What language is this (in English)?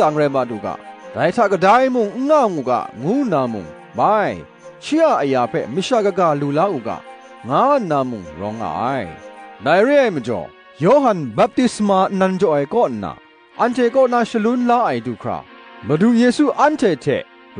Kachin